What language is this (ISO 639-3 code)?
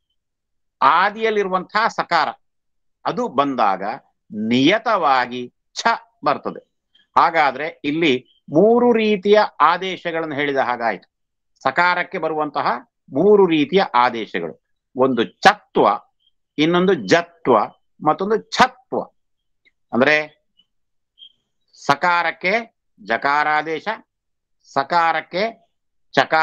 kan